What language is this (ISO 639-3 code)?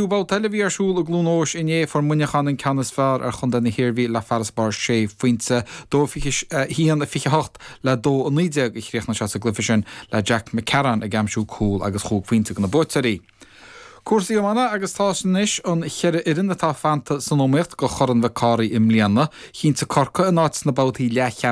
gle